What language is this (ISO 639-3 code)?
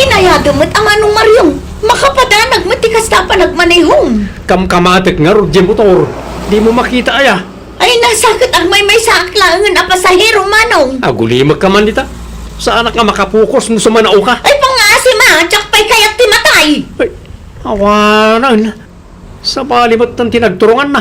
ilo